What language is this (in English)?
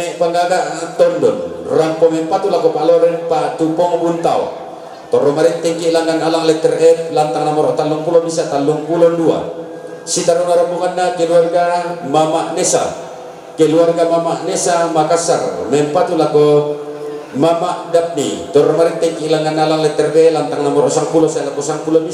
Toraja-Sa'dan